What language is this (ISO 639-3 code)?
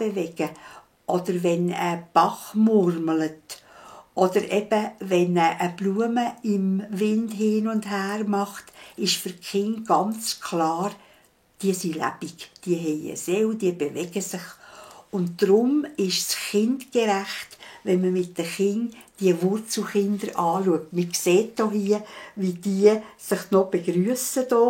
gsw